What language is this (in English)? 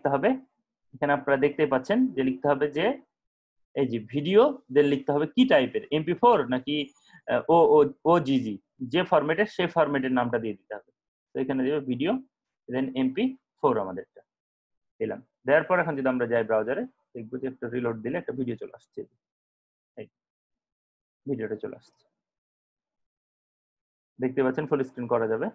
Bangla